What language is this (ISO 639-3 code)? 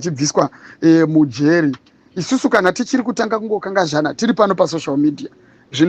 sna